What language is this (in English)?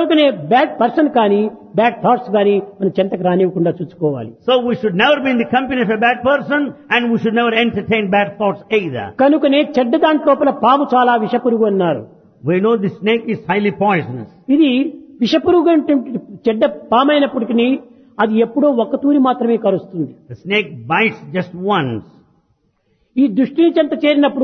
Telugu